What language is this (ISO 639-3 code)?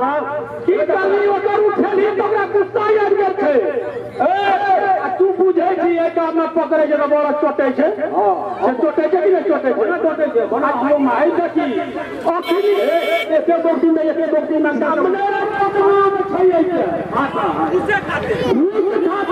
mai